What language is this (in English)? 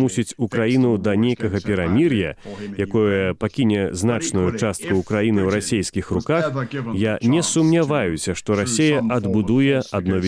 Belarusian